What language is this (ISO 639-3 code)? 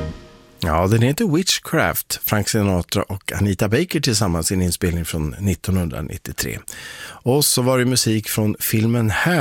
swe